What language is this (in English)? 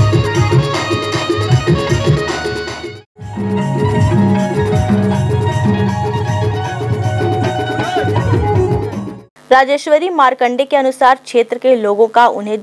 Hindi